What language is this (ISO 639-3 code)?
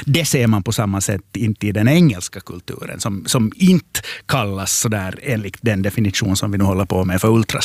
swe